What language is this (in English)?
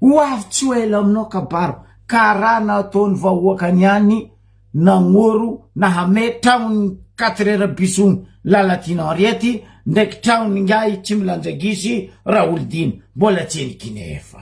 Malagasy